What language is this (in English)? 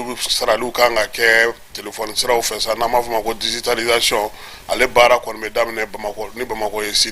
Bambara